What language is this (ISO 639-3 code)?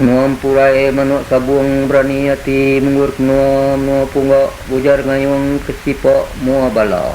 iba